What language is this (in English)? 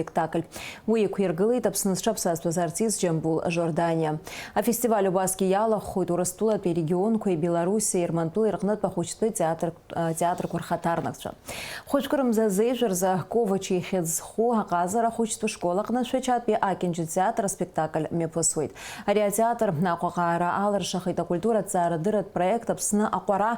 Abkhazian